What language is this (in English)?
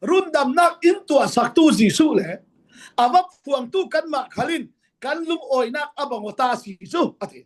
Falam Chin